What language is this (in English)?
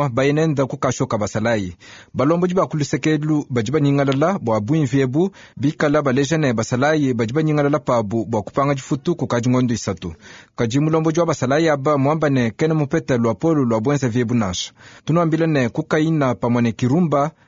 Luba-Lulua